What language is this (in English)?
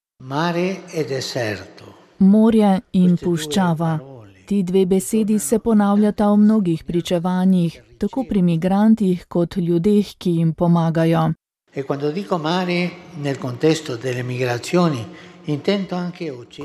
Slovenian